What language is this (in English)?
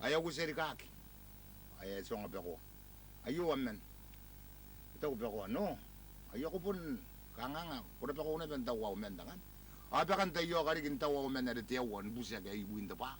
Gilbertese